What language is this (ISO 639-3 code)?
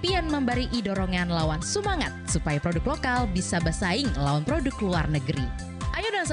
bjn